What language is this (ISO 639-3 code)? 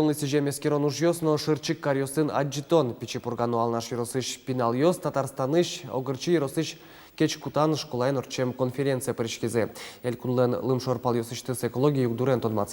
udm